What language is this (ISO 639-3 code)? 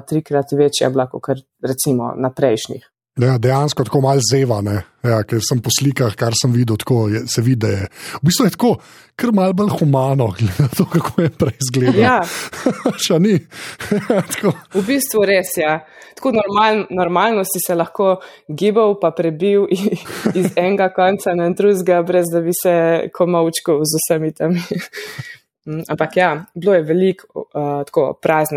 slv